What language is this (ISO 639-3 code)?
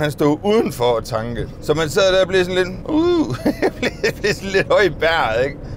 dan